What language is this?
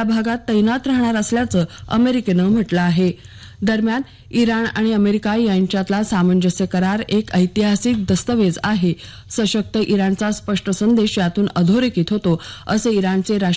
Marathi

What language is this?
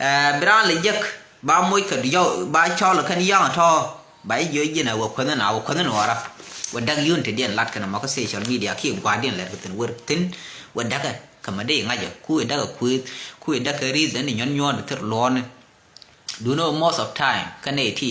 Nuer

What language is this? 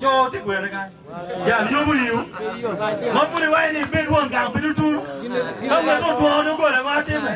Acoli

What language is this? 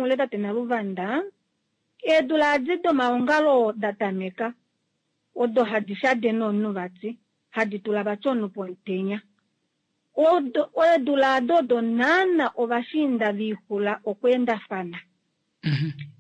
Kuanyama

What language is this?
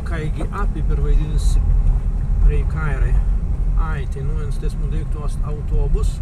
Prussian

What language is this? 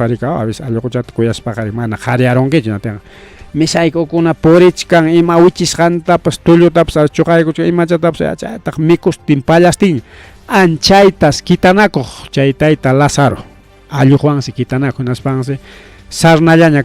Ayacucho Quechua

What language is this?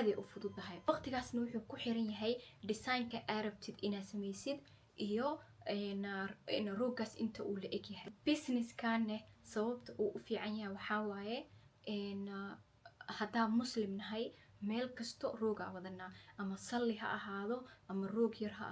Somali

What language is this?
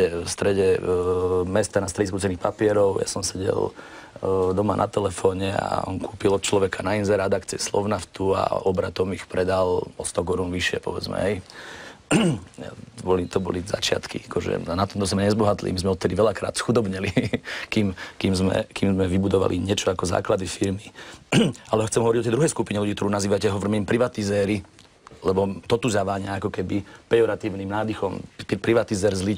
Slovak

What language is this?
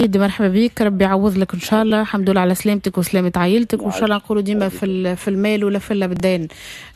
Tunisian Arabic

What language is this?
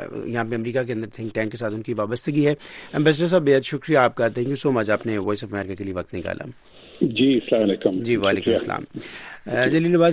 Urdu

